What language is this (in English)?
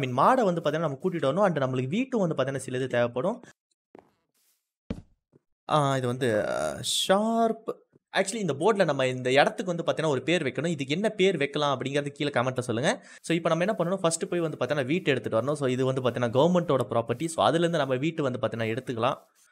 Tamil